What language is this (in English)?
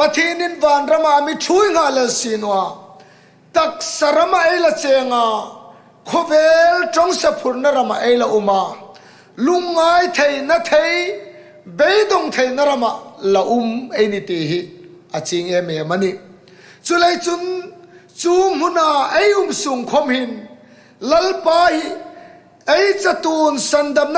Hmar